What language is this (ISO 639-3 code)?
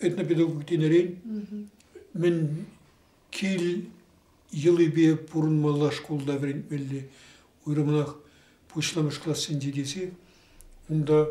chv